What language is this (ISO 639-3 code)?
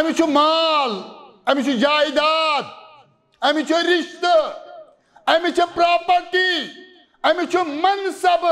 kas